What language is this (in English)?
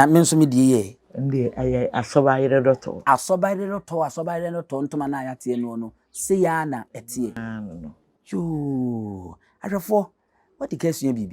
Akan